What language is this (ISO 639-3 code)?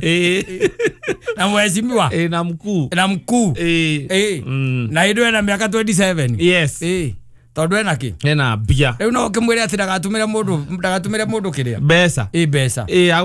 kik